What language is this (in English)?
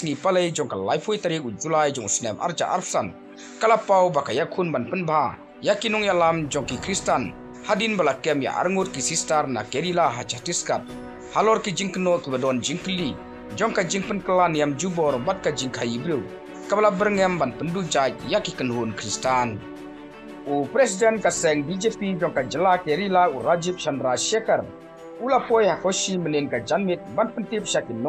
Khasi